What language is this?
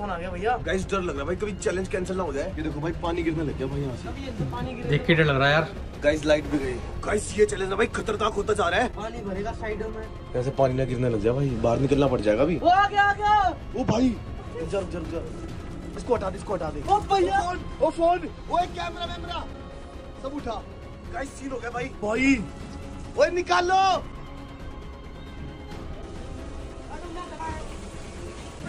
Hindi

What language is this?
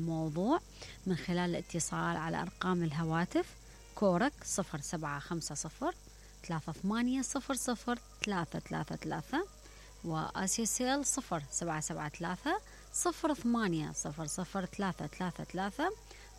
Mesopotamian Arabic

